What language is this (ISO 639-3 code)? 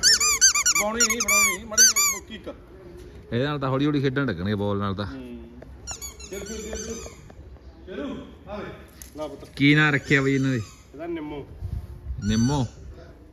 pan